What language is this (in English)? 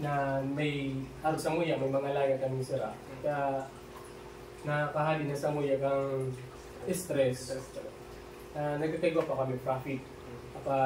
Bikol